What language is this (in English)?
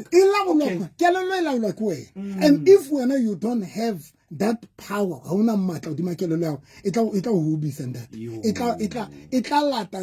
Southern Sotho